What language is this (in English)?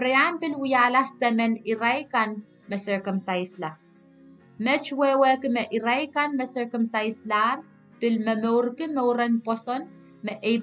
Pohnpeian